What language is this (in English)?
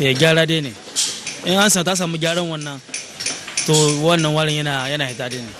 Hausa